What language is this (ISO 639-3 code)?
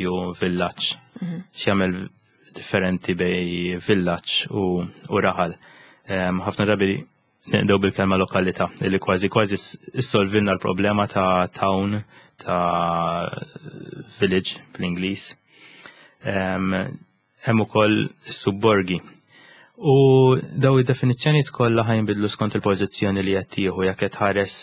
mlt